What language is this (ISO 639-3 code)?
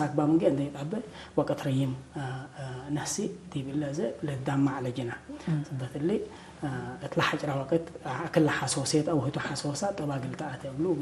tig